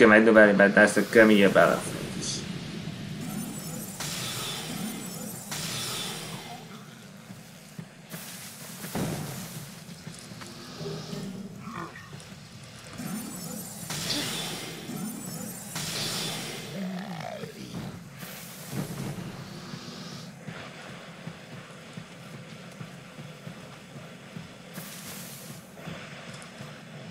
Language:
Hungarian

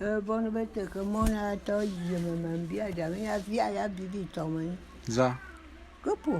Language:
Bulu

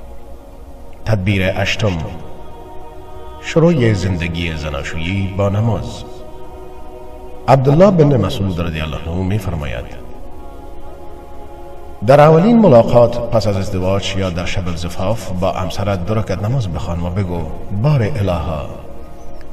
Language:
Persian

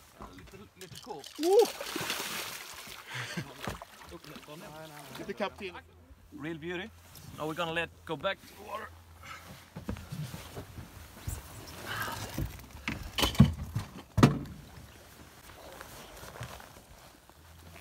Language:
Swedish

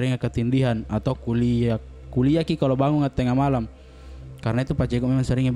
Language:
Makassar Malay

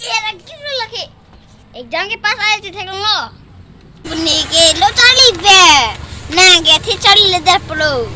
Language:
Karbi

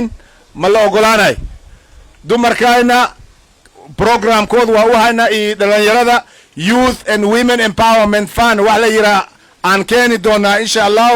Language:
Somali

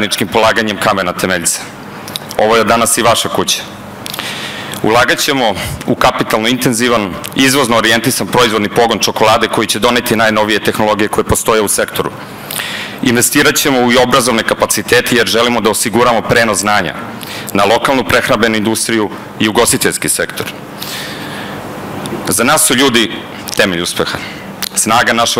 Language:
Serbian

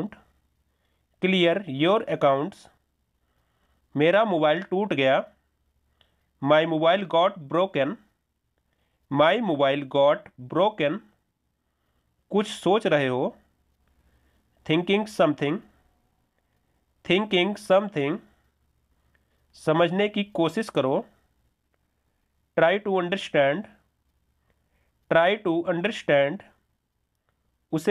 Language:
Hindi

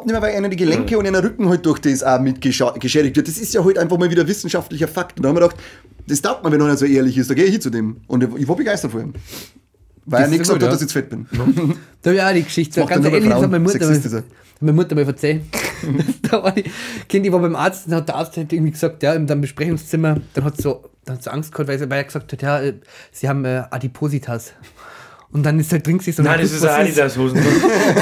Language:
Bavarian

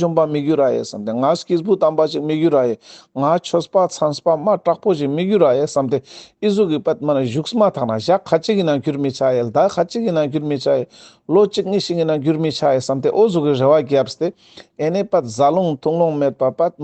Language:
Ladakhi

